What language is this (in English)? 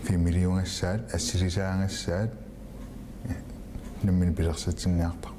Kalaallisut